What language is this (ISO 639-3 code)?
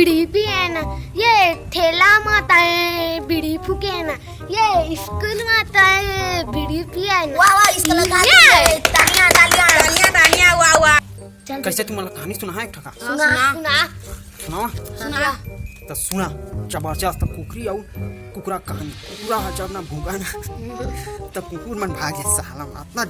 hne